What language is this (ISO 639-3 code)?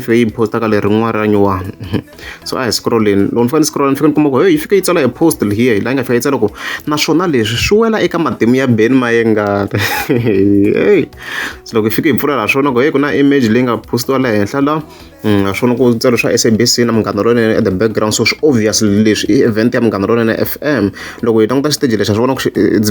tso